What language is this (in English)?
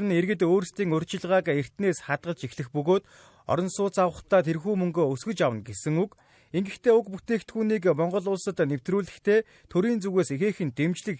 Mongolian